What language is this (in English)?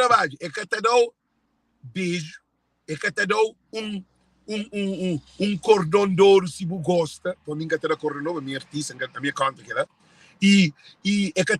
Kabuverdianu